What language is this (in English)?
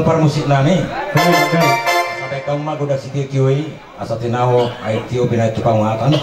Batak Toba